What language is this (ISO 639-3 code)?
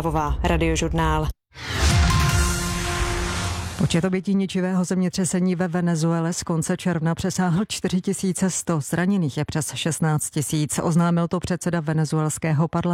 ces